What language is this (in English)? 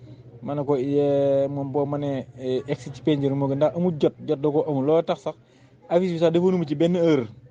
Wolof